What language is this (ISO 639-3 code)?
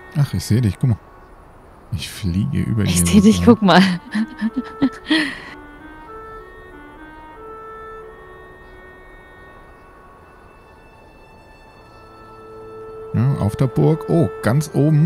deu